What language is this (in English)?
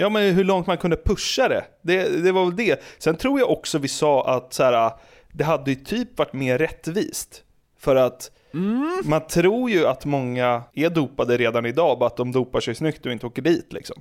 Swedish